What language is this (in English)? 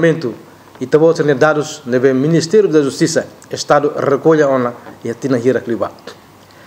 Tetum